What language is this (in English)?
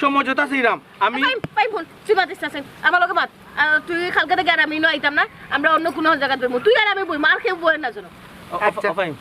Sylheti